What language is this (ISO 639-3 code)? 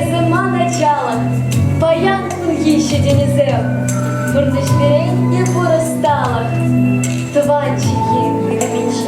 chv